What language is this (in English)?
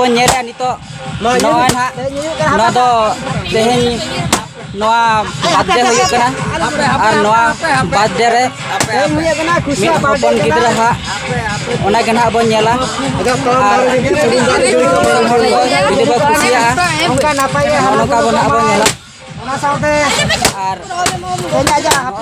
Santali